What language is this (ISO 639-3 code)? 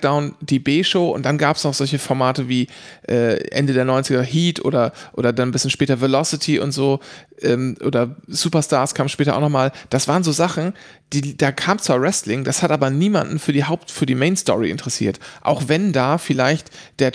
deu